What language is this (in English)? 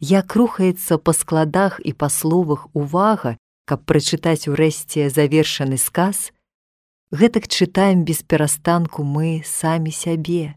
Belarusian